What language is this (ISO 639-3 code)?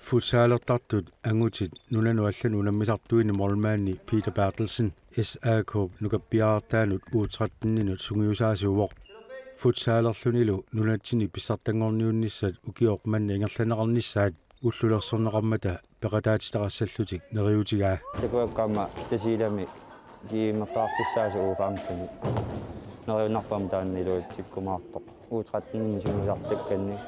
kal